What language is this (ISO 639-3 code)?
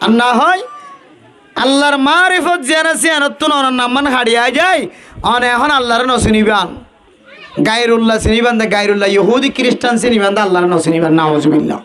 rhg